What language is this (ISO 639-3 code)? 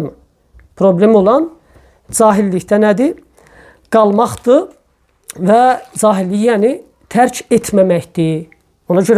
aze